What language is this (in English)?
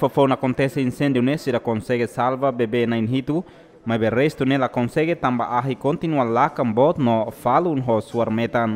Tetum